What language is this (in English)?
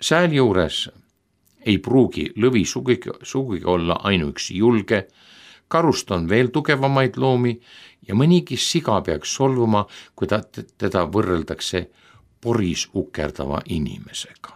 Estonian